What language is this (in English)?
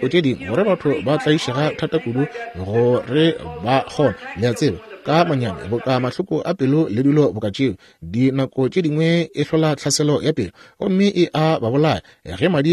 Northern Sotho